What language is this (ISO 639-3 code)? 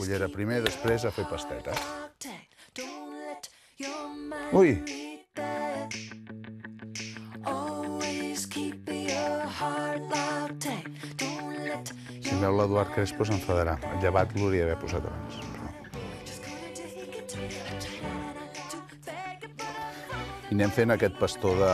cat